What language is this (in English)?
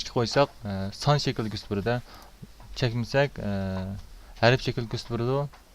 Uyghur